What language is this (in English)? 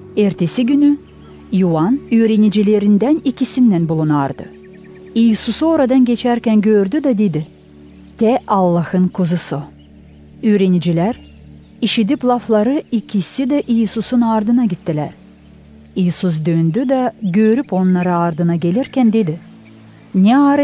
Gagauz